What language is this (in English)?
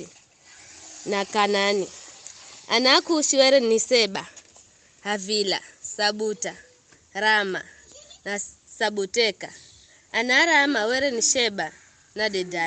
Giryama